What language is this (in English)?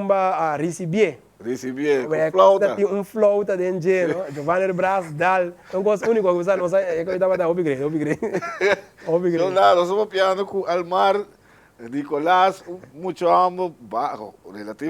Papiamento